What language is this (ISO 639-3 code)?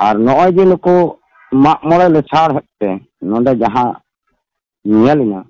sat